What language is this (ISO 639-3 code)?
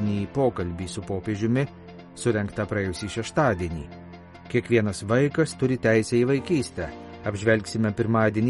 lit